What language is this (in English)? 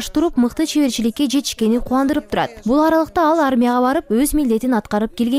Kyrgyz